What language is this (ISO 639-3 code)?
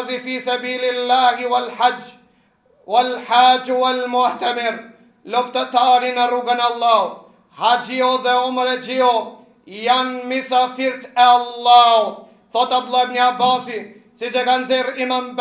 sqi